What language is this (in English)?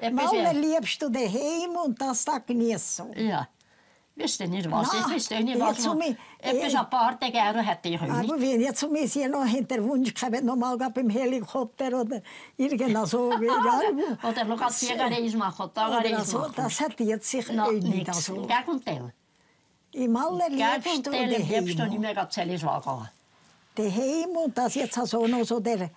Swiss German